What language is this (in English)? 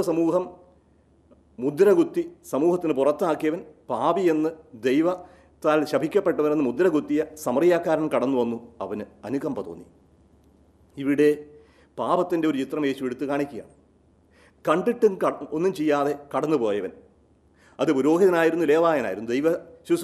Malayalam